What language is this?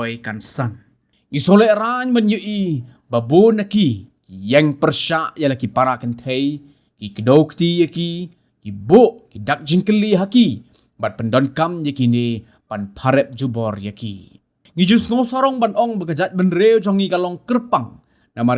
Khasi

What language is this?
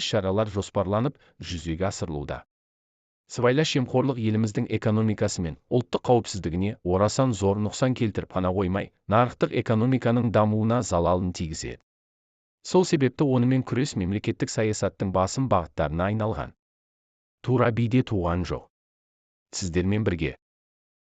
Kazakh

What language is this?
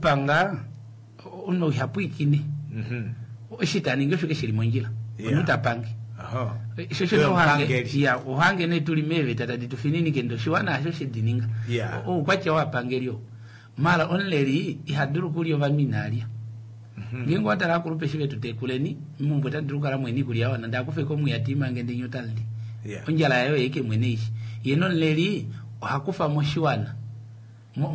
Kuanyama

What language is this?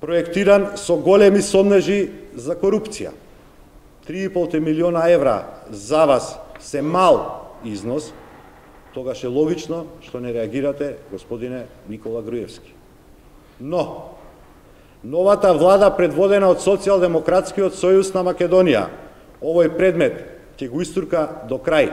Macedonian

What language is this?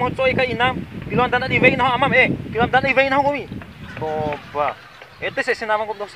Bima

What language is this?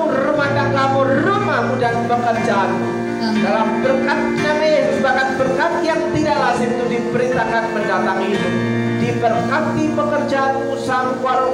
Indonesian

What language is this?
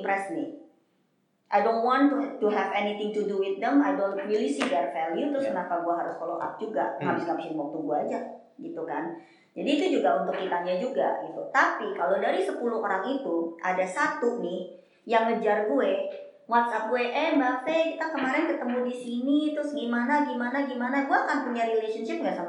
Indonesian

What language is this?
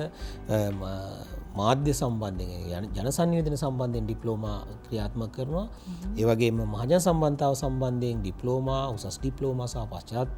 Sinhala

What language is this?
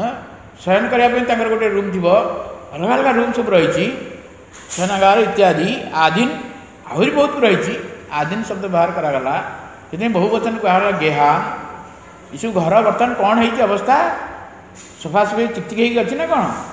Odia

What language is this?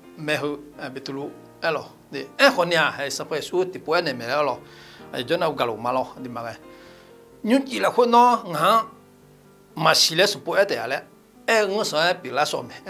Akha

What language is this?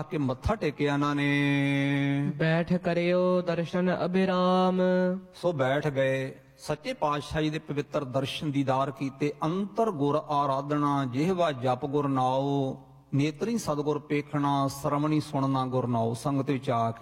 Punjabi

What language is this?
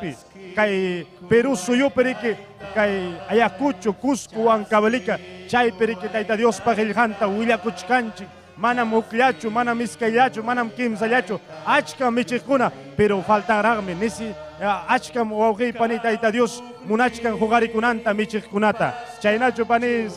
Ayacucho Quechua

